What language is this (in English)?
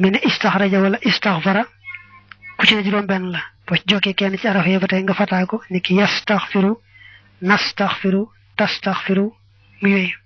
Wolof